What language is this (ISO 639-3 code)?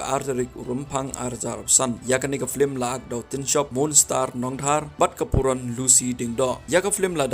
kha